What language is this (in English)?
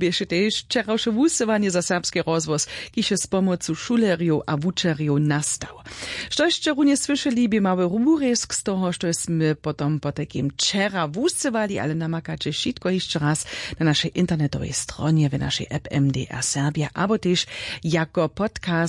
Upper Sorbian